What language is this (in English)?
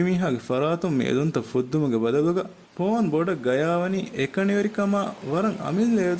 Divehi